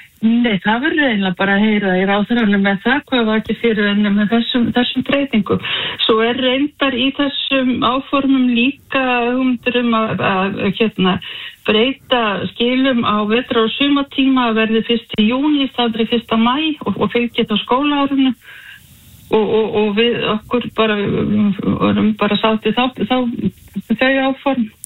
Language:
Icelandic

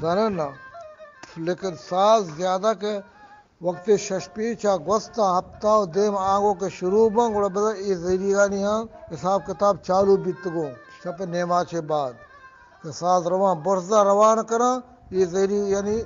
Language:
Eastern Balochi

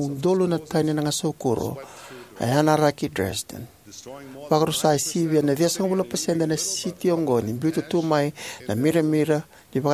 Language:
Fijian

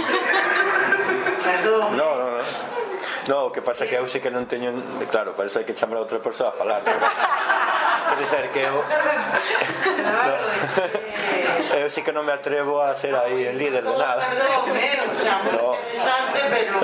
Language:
Galician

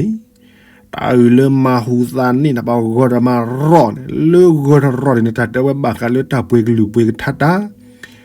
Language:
S'gaw Karen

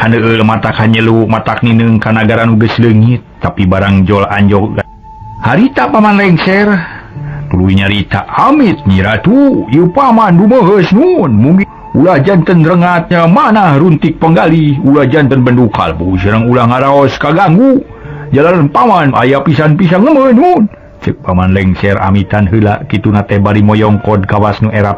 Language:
Sundanese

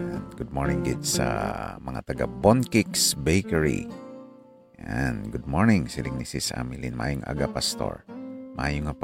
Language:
Hiligaynon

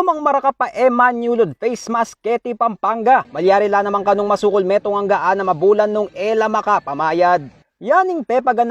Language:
Pampanga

